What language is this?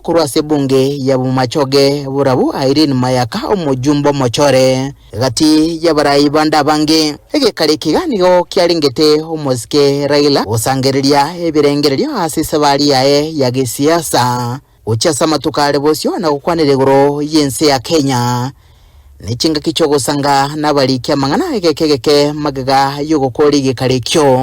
Gusii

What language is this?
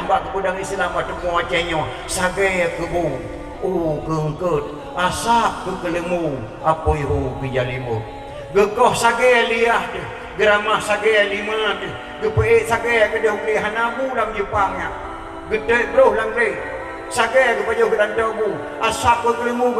Achinese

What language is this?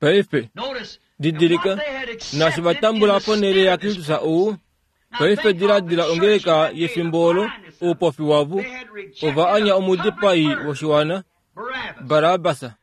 Kuanyama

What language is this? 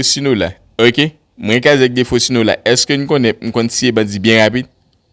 Haitian Creole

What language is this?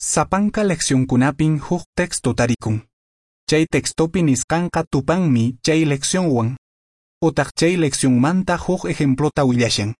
Quechua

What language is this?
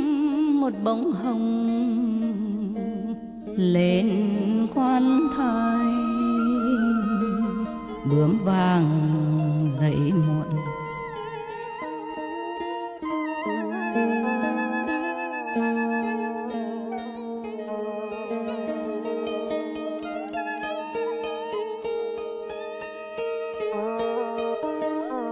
Vietnamese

